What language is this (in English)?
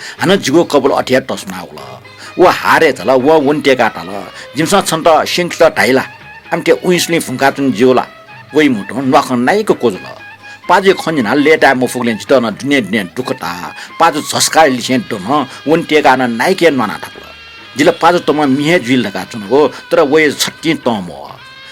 Newari